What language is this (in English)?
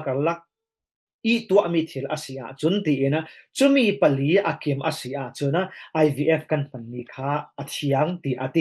Falam Chin